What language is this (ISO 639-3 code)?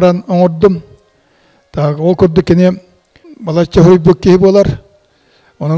sah